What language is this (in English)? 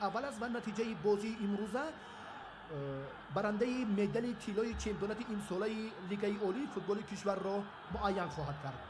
Tajik